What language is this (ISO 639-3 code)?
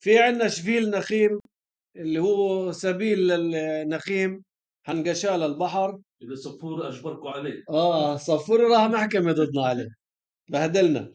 apc